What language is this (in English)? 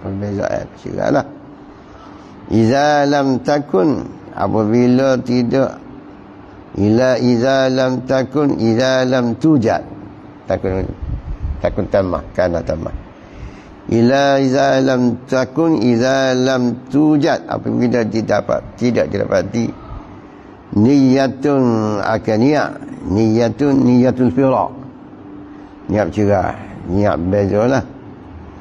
Malay